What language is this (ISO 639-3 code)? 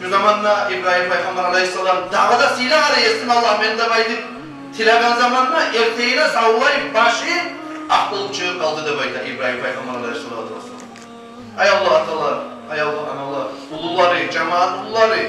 kum